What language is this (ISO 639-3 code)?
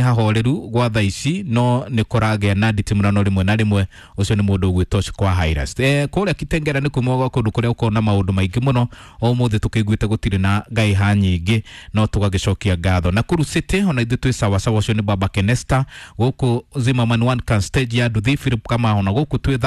kik